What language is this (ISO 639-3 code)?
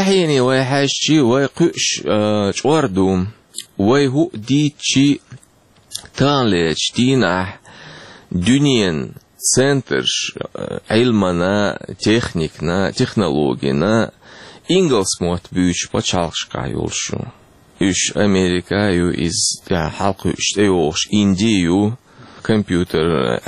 che